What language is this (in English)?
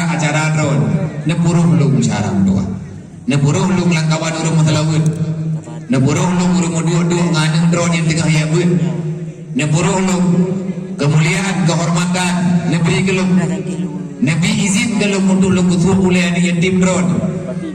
Achinese